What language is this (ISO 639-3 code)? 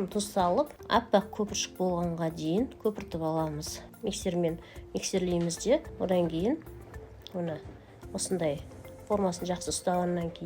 kaz